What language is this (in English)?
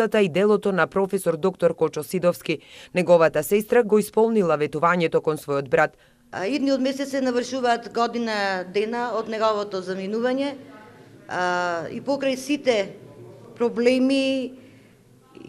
Macedonian